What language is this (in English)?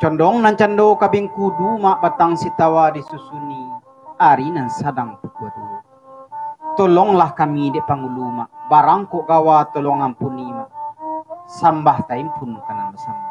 Minangkabau